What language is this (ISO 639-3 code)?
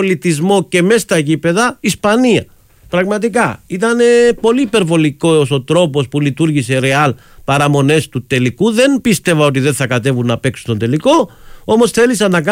ell